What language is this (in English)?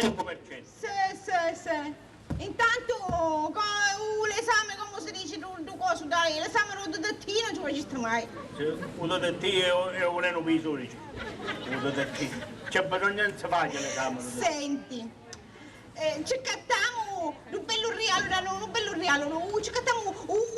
Sicilian